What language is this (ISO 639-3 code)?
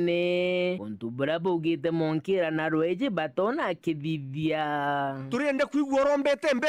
mer